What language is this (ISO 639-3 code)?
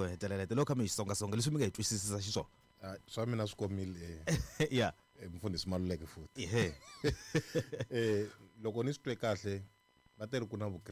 tso